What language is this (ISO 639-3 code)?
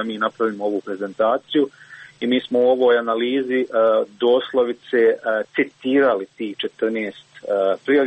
hrv